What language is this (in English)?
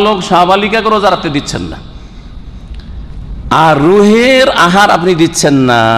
Bangla